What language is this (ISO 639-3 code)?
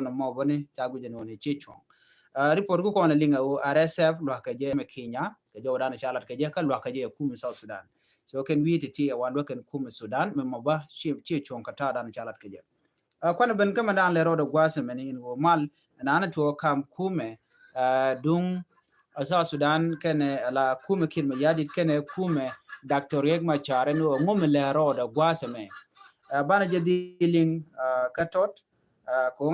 nus